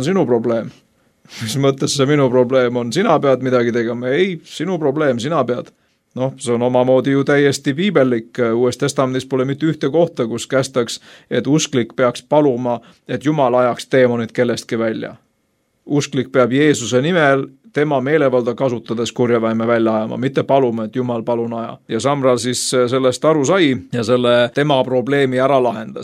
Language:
Estonian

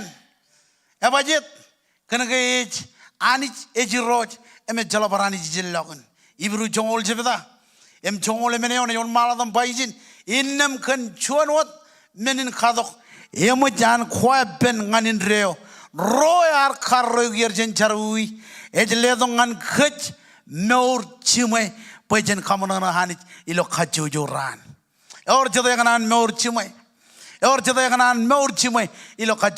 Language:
Marshallese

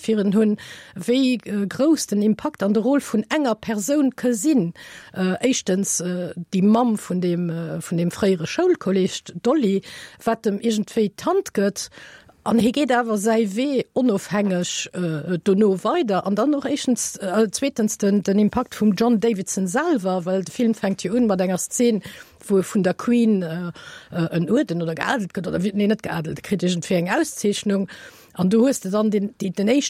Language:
Luxembourgish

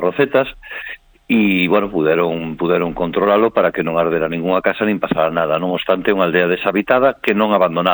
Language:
Galician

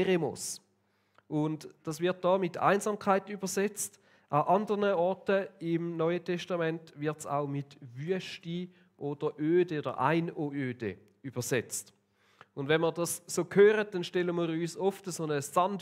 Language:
Swiss German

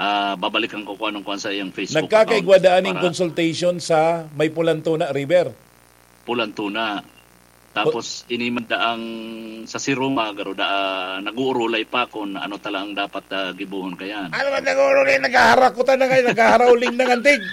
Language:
Bikol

